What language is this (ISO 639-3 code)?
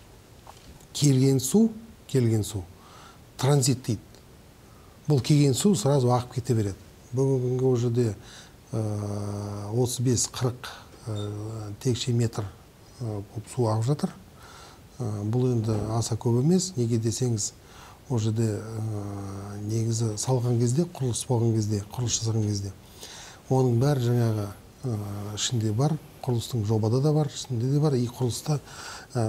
kaz